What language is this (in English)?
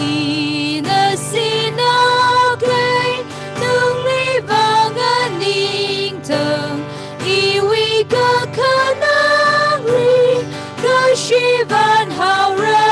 Tangkhul Naga (India)